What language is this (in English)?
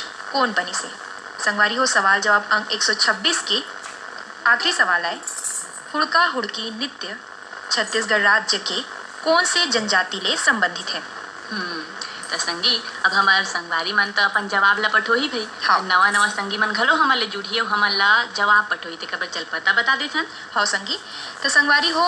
Chhattisgarhi